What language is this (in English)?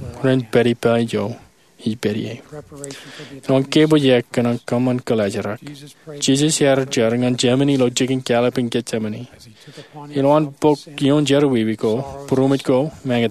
Marshallese